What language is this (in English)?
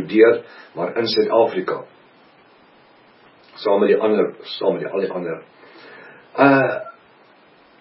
Afrikaans